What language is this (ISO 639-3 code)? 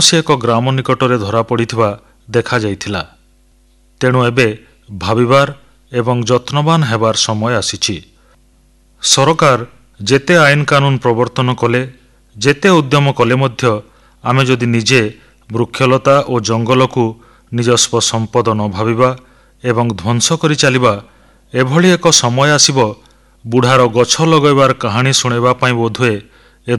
ori